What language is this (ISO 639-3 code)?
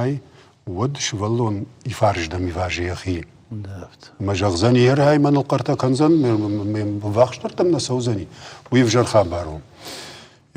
oss